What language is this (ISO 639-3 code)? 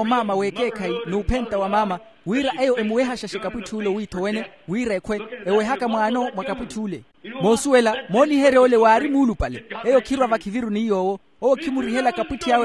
vmw